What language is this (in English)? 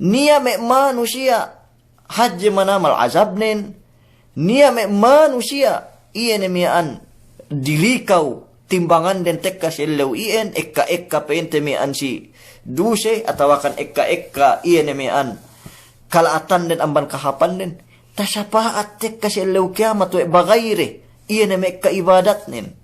Yakan